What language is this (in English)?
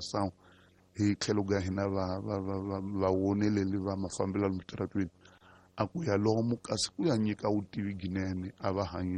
Tsonga